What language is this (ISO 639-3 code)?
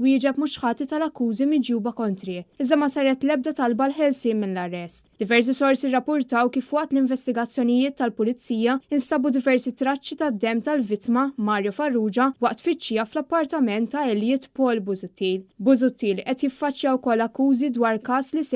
mlt